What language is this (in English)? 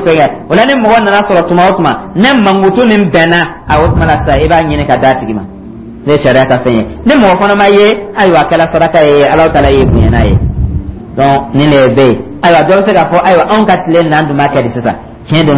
Dyula